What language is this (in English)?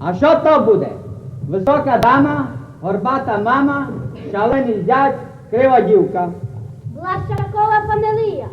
Rusyn